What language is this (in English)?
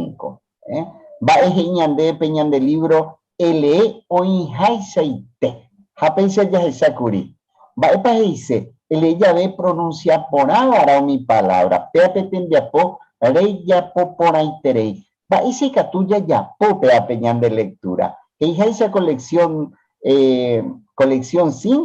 Guarani